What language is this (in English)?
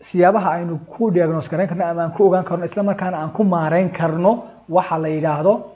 Somali